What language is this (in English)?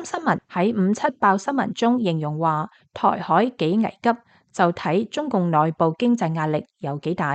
Cantonese